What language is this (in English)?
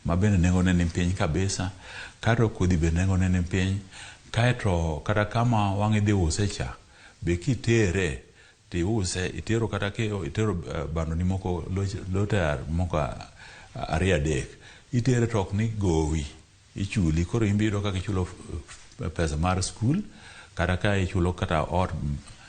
Luo (Kenya and Tanzania)